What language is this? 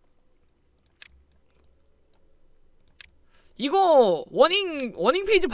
Korean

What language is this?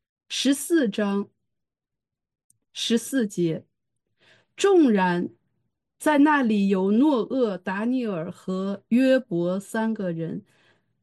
Chinese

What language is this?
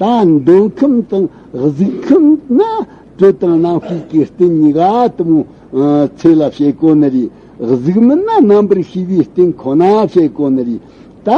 Tibetan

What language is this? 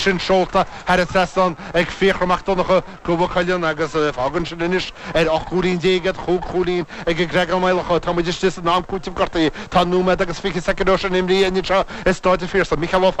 Irish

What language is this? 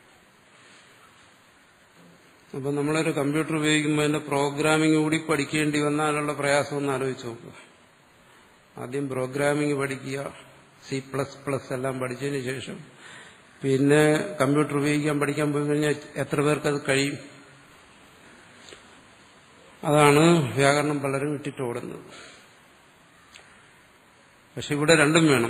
Malayalam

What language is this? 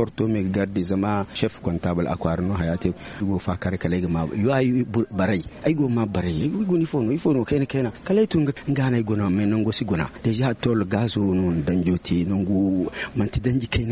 Zarma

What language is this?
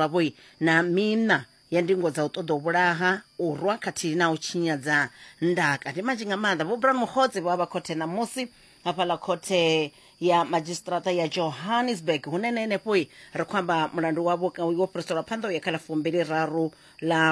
Venda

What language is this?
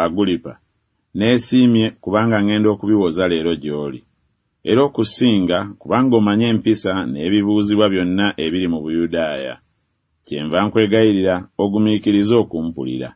Ganda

